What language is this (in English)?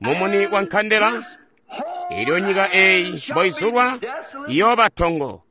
Tonga (Zambia)